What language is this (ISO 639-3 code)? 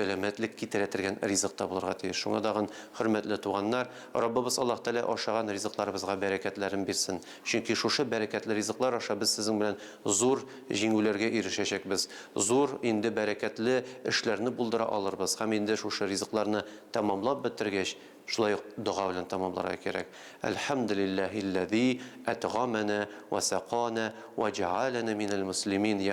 tat